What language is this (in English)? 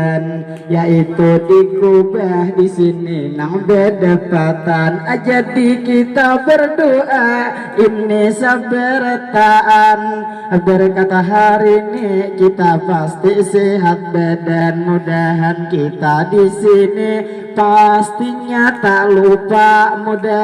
Banjar